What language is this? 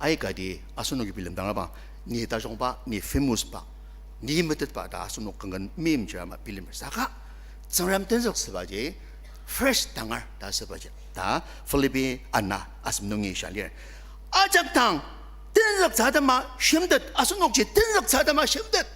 Ao Naga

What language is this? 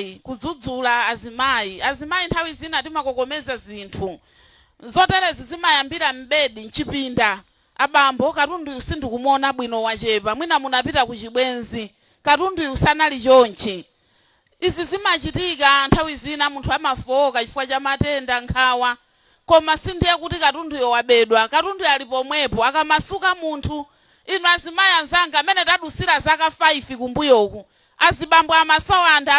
Nyanja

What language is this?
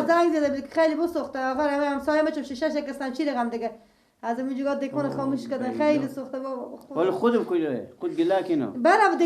Persian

